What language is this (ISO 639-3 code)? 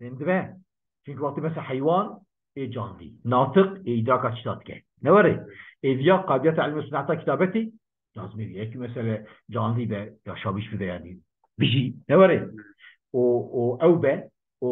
kur